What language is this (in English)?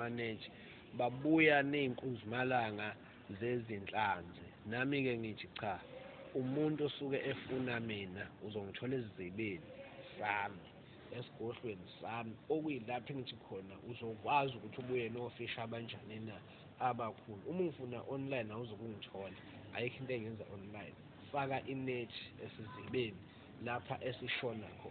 Zulu